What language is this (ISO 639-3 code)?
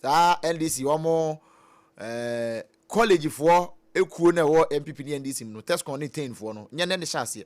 aka